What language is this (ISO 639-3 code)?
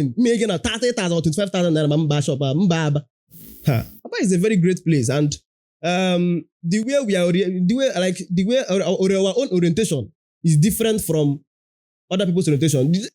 ibo